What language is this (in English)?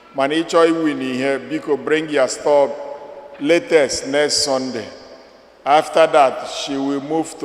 Igbo